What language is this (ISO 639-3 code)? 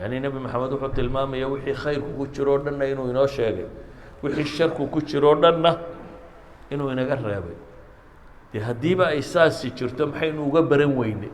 som